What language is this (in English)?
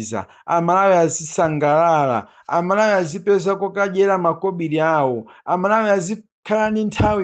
Nyanja